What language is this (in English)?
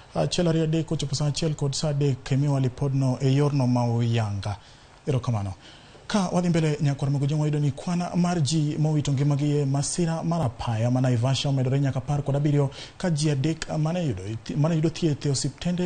Luo (Kenya and Tanzania)